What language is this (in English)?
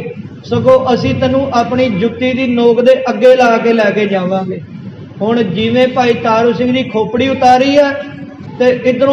Punjabi